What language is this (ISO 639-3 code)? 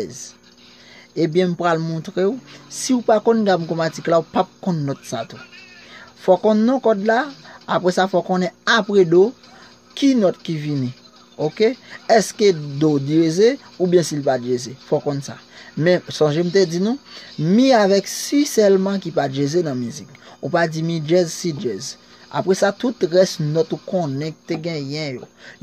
hat